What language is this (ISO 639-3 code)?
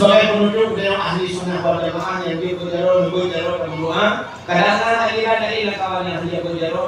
ace